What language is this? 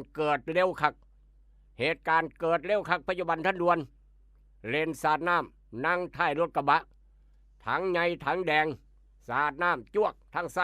Lao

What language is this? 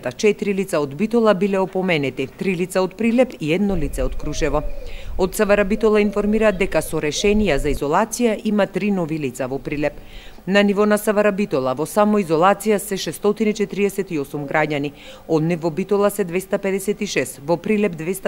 Macedonian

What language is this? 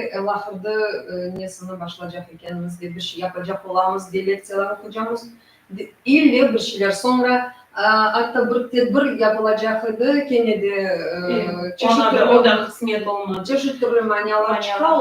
Crimean Tatar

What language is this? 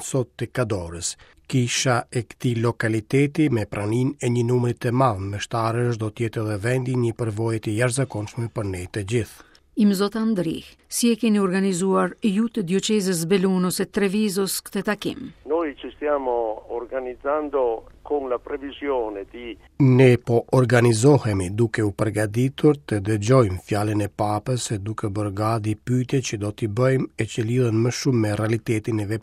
Albanian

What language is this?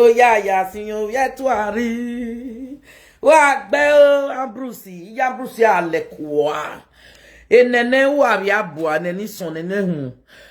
Nigerian Pidgin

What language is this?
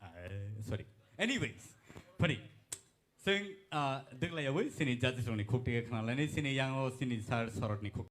Kok Borok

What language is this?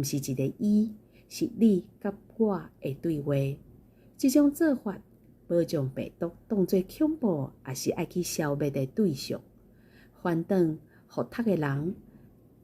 Min Nan Chinese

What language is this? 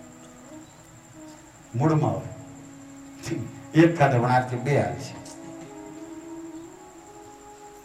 Gujarati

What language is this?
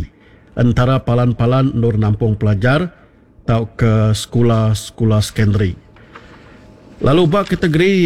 Malay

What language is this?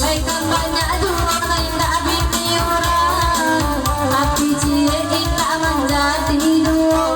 Minangkabau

